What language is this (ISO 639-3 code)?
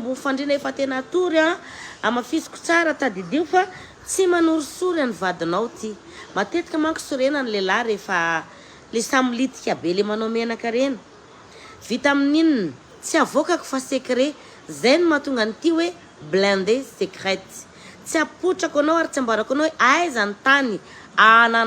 mlg